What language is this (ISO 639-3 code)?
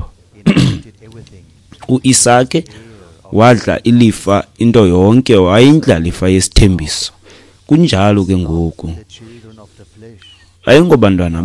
xho